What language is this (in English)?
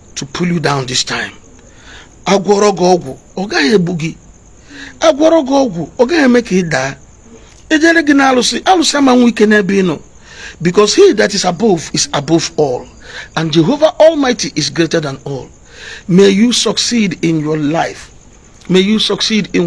Igbo